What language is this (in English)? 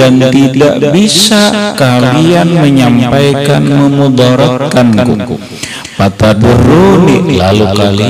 Indonesian